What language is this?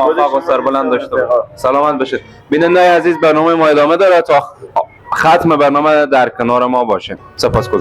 Persian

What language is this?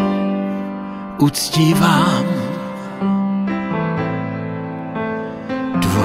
Czech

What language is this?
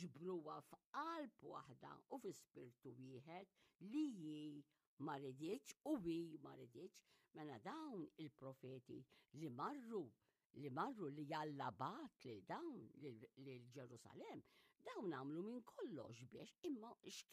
Maltese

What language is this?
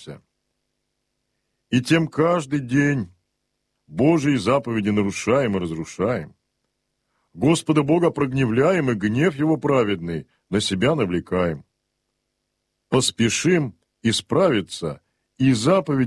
Russian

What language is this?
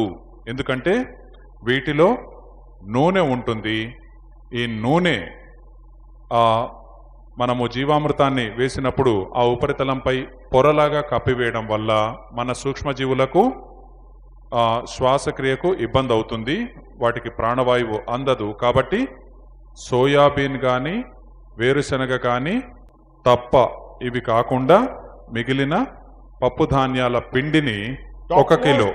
Telugu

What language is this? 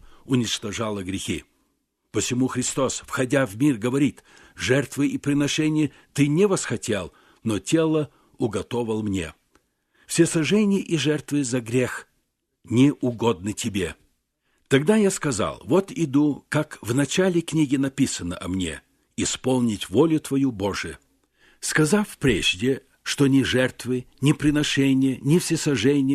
Russian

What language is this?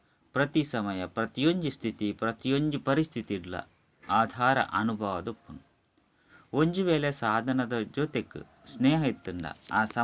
Tulu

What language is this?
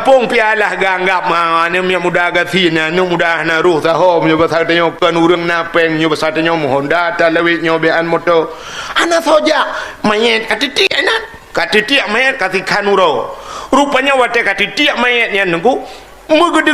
Achinese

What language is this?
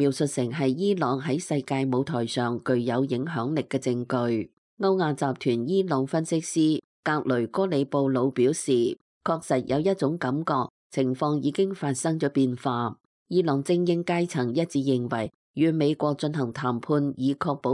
Cantonese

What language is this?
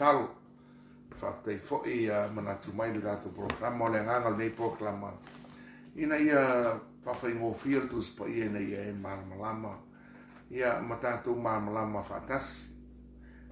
Samoan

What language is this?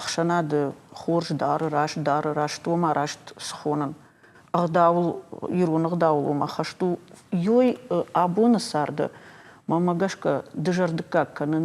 Ossetic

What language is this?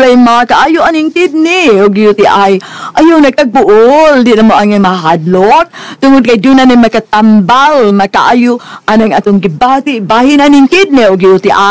Cebuano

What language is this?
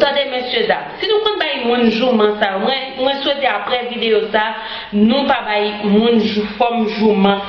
Haitian Creole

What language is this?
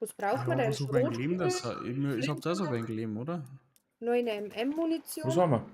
Bavarian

